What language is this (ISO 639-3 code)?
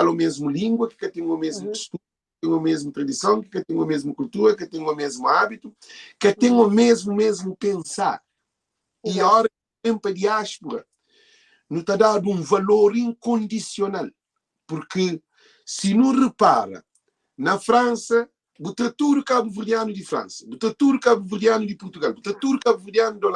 kea